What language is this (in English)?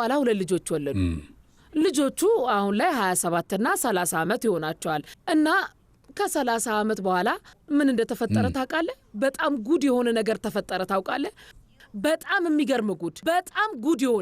Amharic